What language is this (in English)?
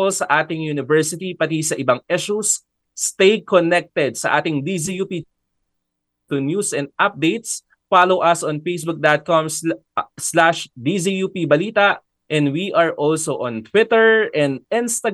Filipino